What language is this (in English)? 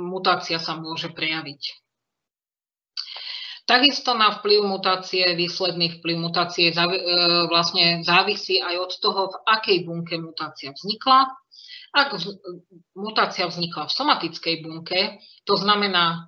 Slovak